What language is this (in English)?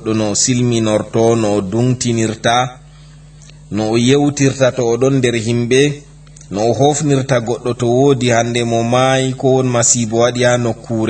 Fula